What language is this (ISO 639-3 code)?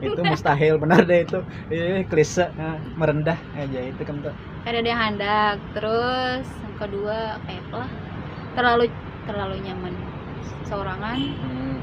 bjn